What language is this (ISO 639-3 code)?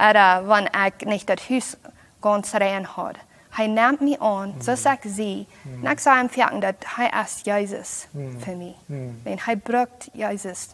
pdt